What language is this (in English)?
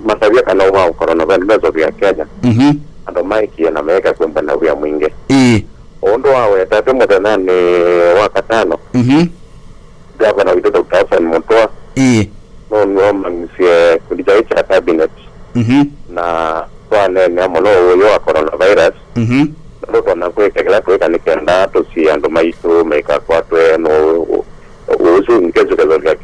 Kamba